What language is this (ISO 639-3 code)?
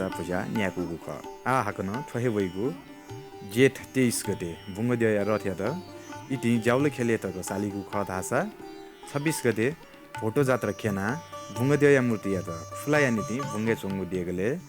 new